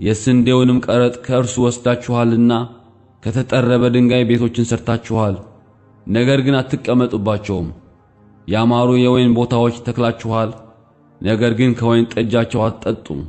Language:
Amharic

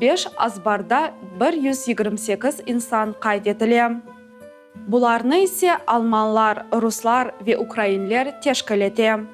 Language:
Crimean Tatar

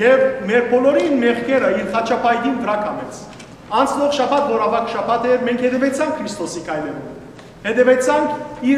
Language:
Western Armenian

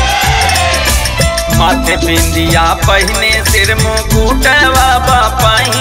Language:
Bhojpuri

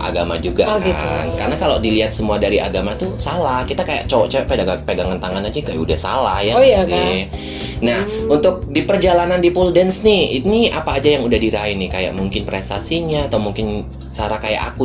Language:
Indonesian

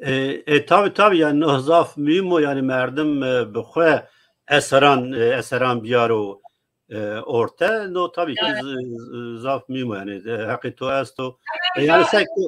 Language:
Zaza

